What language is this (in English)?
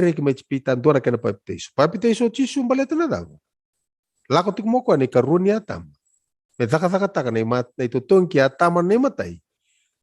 Fijian